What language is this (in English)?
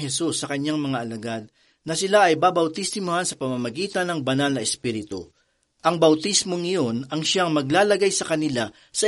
Filipino